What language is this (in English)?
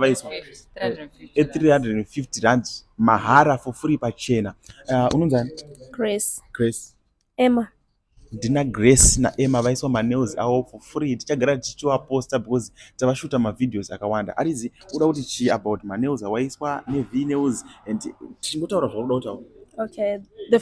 Shona